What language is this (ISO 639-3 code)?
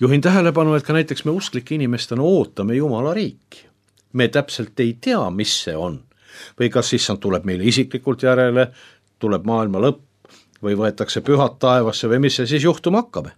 est